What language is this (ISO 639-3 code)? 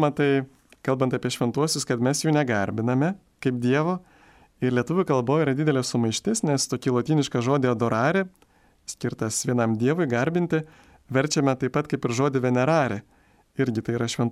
lit